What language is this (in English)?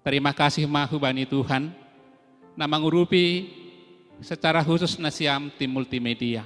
Batak Simalungun